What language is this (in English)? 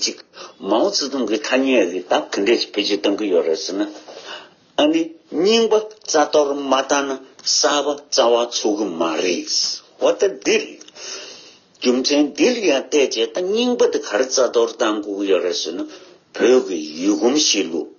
Tibetan